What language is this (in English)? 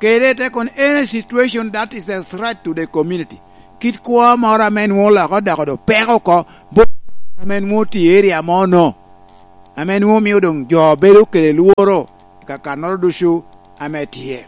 Lango (Uganda)